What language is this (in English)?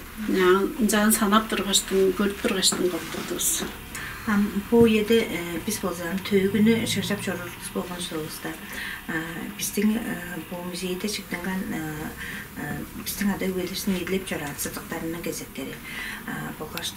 Tuvinian